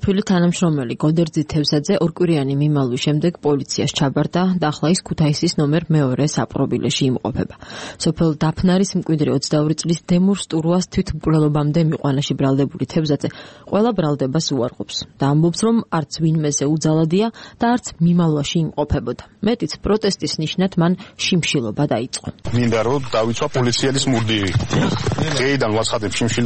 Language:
Georgian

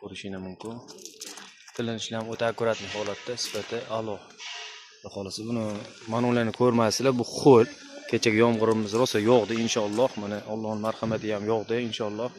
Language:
Uzbek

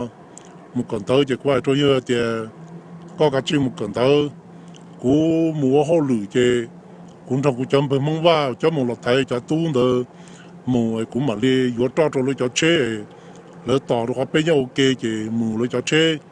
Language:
Hmong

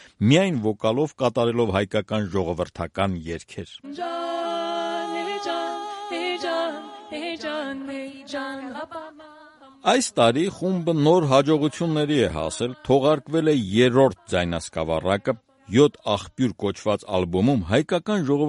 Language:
Armenian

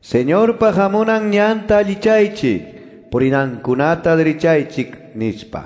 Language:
Quechua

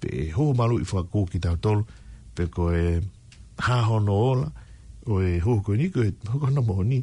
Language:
Tongan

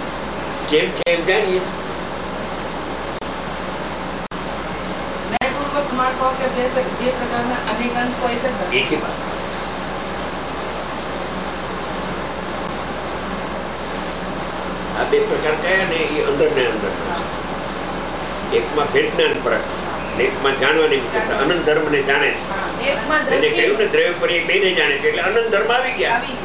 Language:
Gujarati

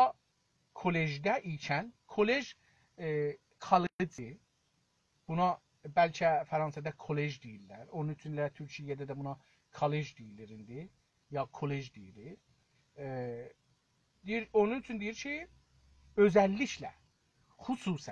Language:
South Azerbaijani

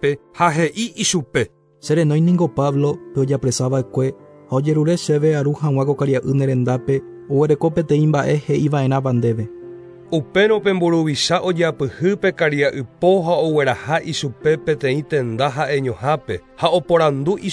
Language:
Guarani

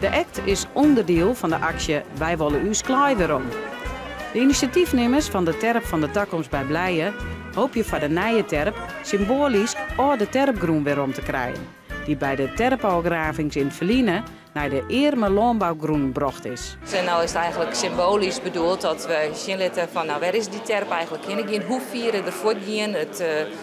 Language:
Western Frisian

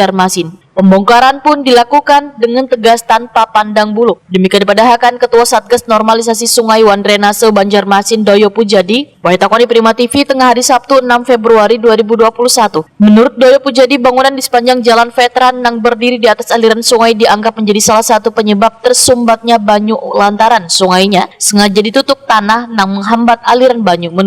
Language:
Banjar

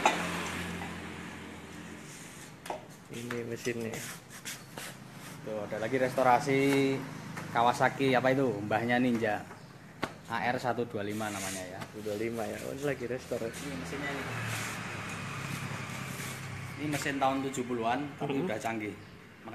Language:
Indonesian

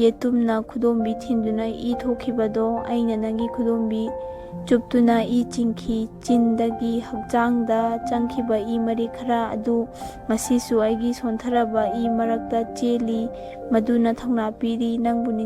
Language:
Manipuri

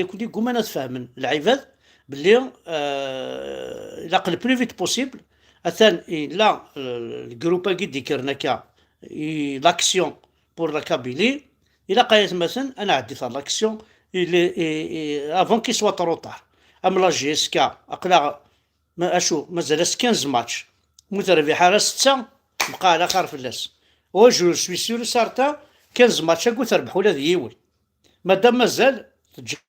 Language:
Kabyle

